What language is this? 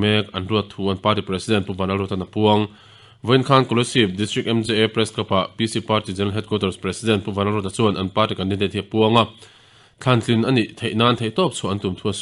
Mizo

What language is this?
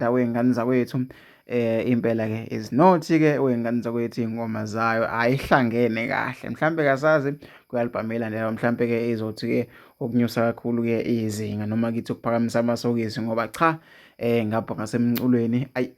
Zulu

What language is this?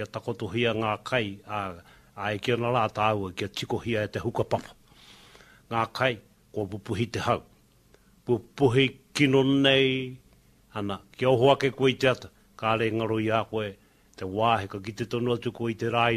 Māori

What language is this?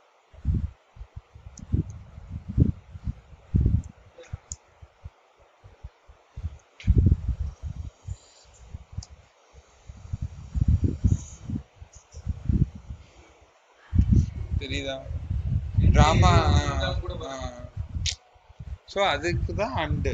Tamil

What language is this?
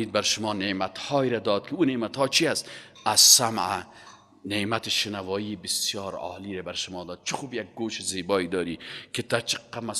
Persian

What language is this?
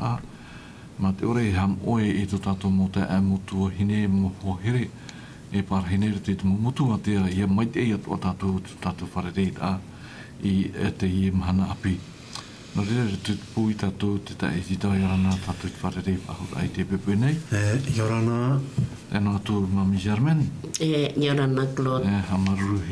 Tahitian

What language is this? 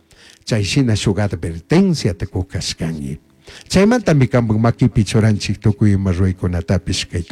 Chimborazo Highland Quichua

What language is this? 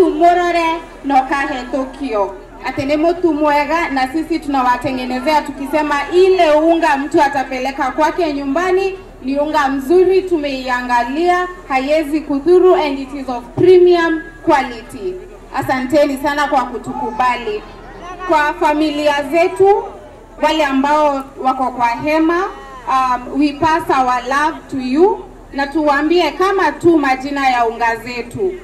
Kikuyu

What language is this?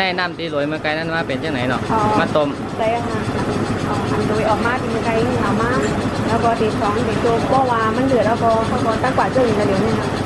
Shan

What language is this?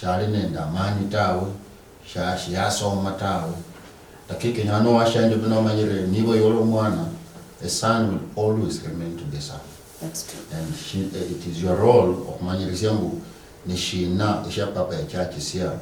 Luyia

